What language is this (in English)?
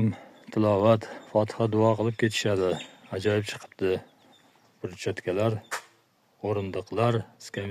Uzbek